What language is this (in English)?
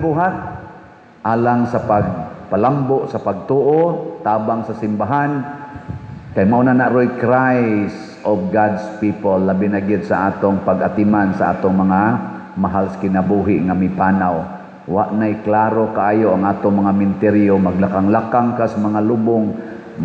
Cebuano